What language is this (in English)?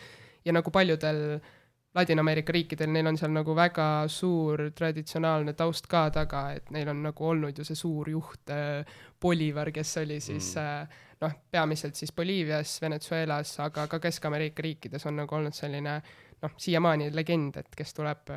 Estonian